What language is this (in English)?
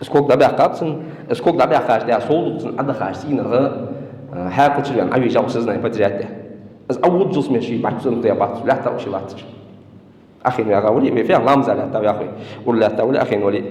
Ingush